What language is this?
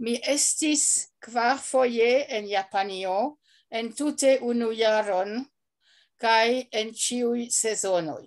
Esperanto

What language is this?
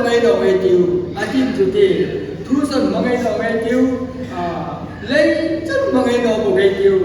Hmar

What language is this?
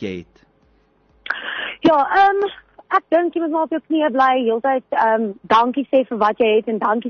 Afrikaans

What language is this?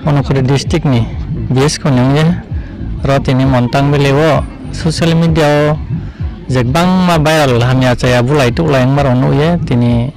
Riang (India)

